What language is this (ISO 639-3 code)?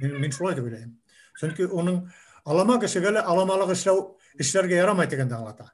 bak